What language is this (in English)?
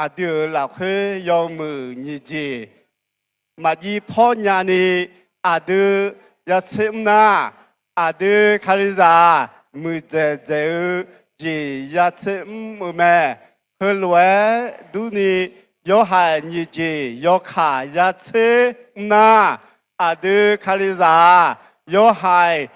Akha